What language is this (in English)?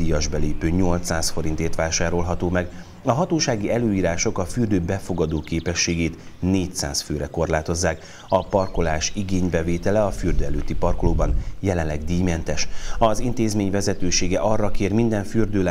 Hungarian